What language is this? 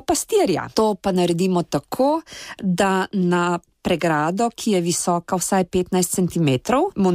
Slovenian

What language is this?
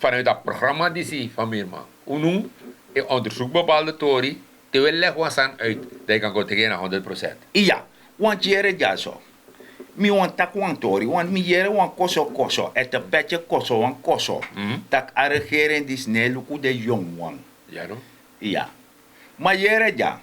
Sranan Tongo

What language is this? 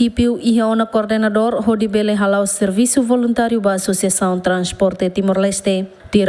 Tetum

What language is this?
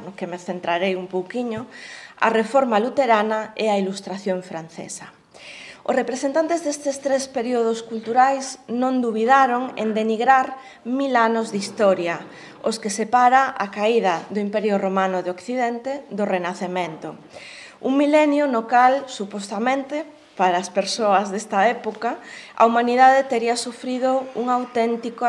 Galician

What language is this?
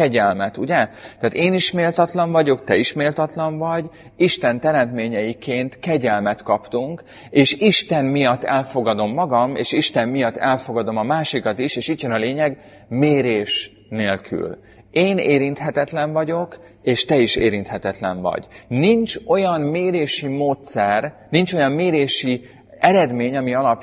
Hungarian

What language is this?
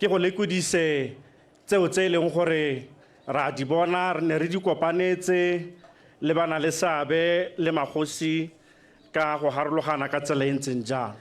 Tswana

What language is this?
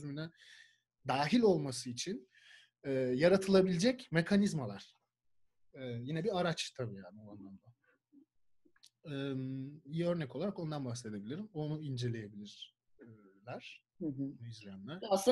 Turkish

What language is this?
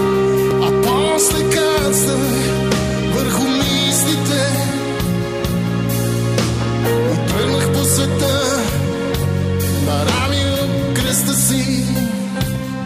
Bulgarian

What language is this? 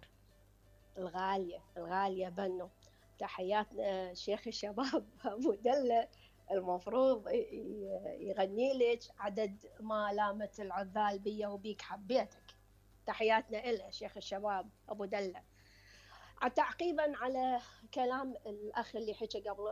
Mesopotamian Arabic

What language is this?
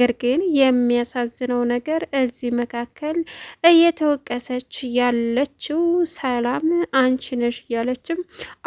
Amharic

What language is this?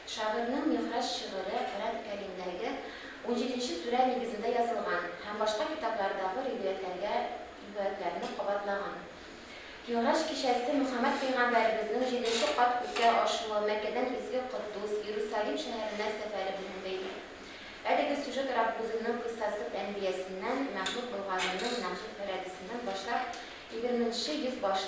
Tatar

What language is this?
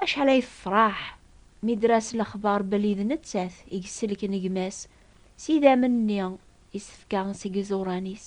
Kabyle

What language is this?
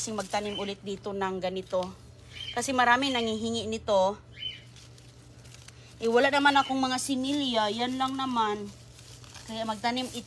Filipino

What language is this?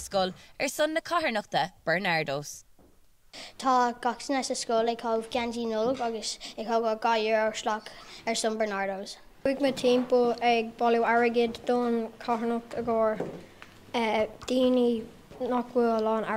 Irish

